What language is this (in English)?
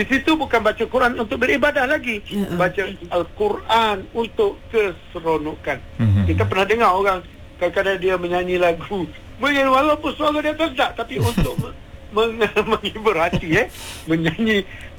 Malay